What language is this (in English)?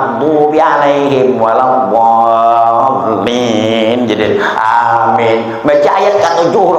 Banjar